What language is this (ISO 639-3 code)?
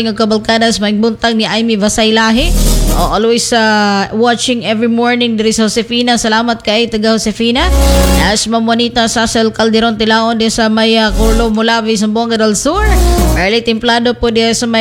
ceb